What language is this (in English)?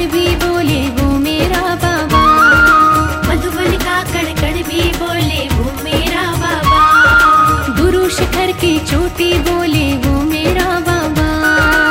Hindi